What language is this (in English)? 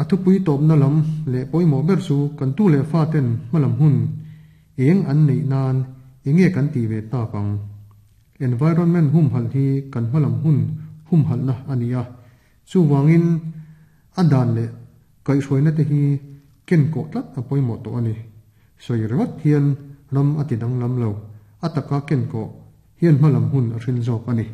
Mizo